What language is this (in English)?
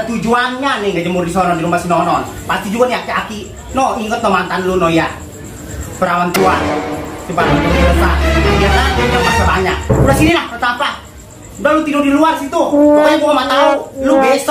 Betawi